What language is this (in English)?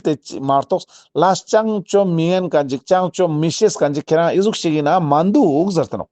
Ladakhi